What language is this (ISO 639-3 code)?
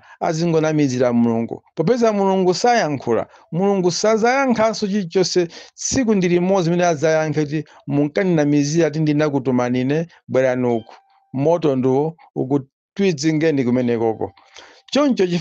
nya